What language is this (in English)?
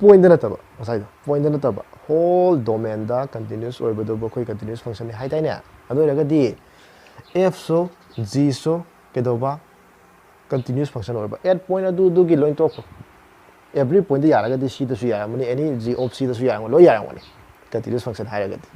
Manipuri